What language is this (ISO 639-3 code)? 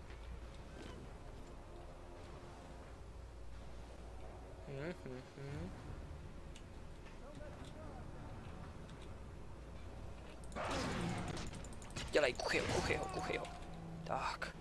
ces